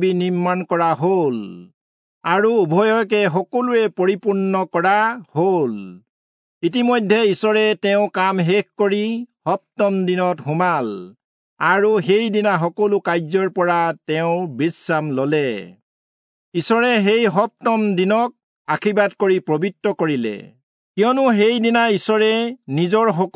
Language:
Assamese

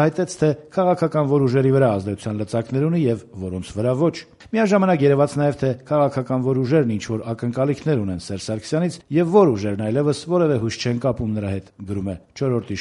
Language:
Armenian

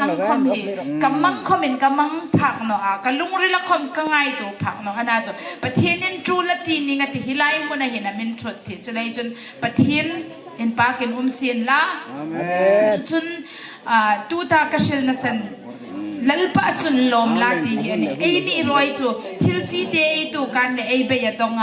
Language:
Hmar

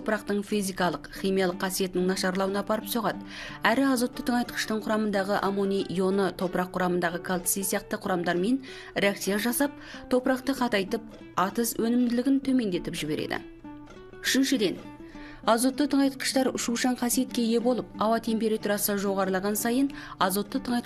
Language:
Kazakh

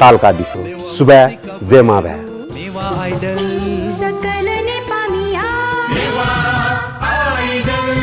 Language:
Newari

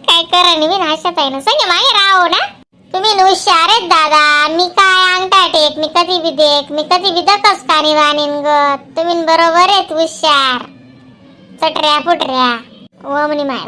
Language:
Khandesi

